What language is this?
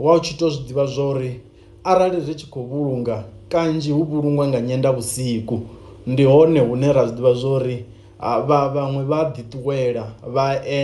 Venda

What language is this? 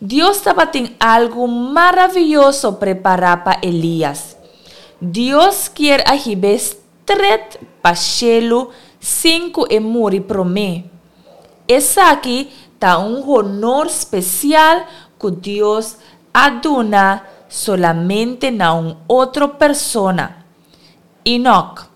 Papiamento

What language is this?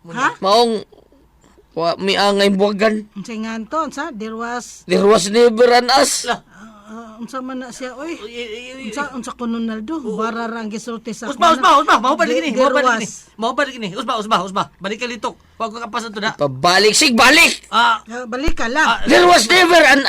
Cebuano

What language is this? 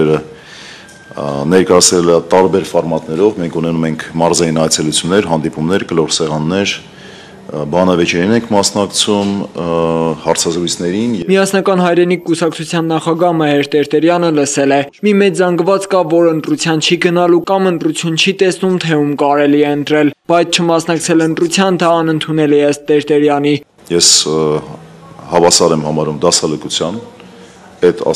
Armenian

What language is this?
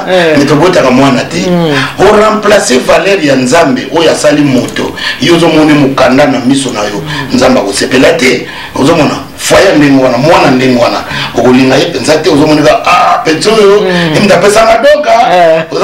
Lingala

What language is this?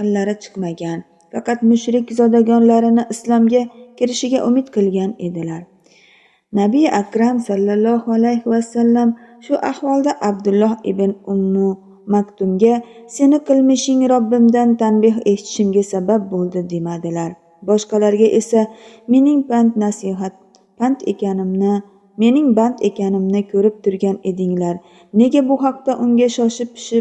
Uzbek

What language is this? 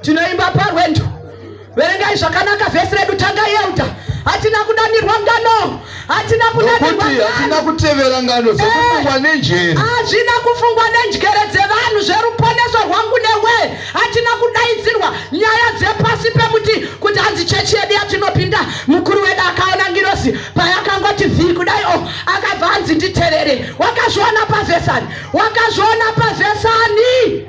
Shona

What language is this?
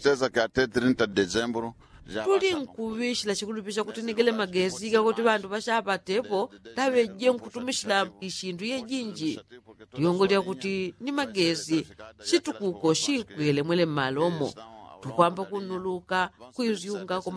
Yao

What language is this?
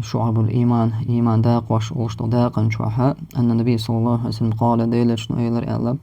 Chechen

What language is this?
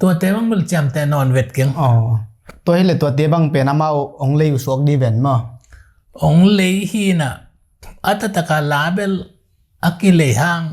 Tedim Chin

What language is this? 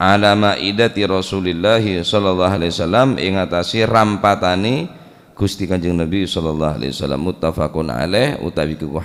Madurese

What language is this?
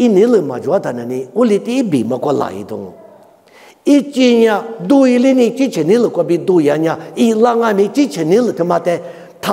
Lisu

